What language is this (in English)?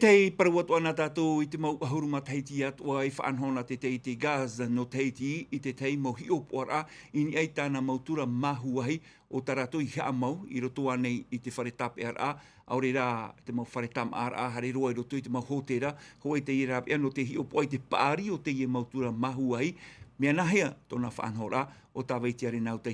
Tahitian